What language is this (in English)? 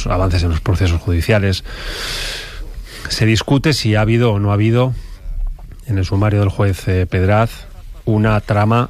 Spanish